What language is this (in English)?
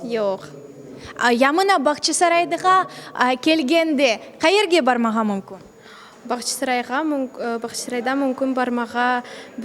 Crimean Tatar